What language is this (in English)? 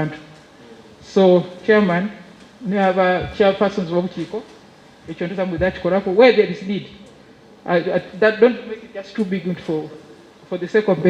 Soga